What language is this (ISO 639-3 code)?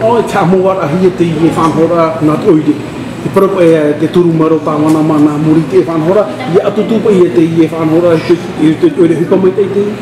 tah